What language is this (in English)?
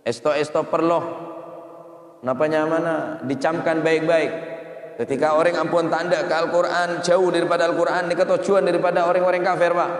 Madurese